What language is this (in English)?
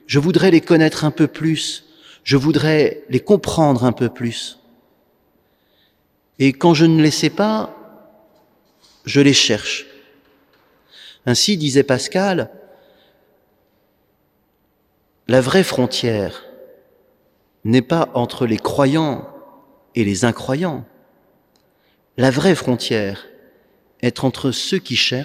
French